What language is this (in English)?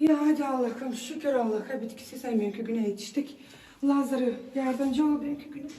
Gagauz